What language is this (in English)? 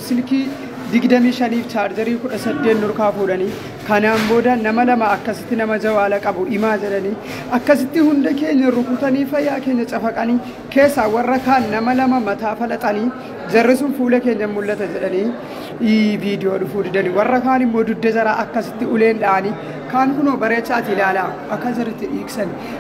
Oromo